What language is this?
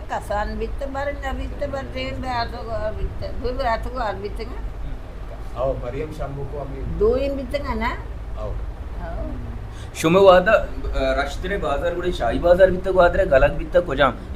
Baluchi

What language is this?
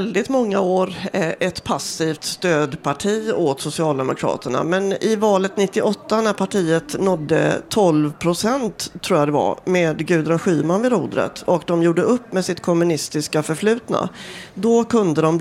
Swedish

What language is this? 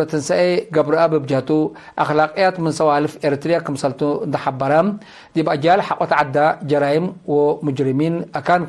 Tigre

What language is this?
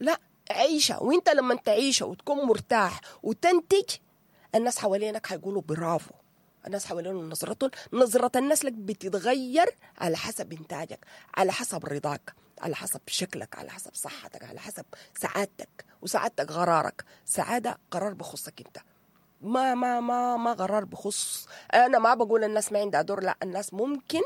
Sudanese Arabic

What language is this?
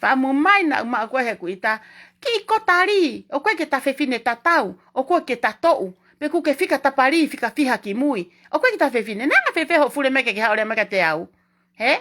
Tongan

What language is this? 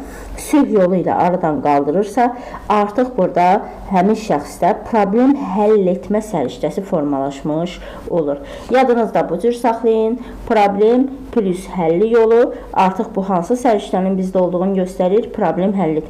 Azerbaijani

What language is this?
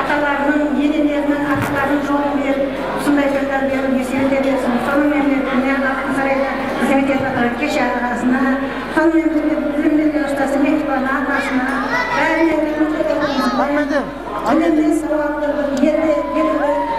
Kara-Kalpak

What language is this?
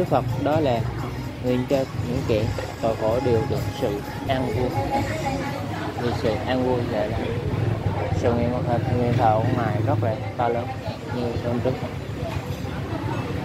Vietnamese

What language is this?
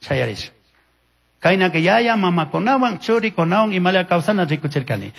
Chimborazo Highland Quichua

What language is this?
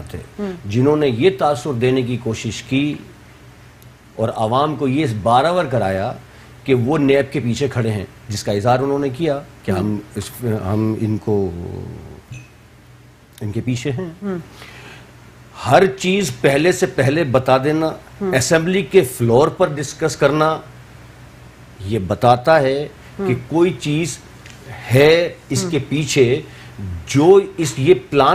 Urdu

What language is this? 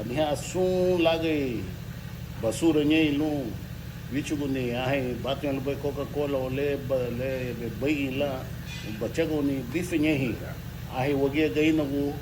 Garifuna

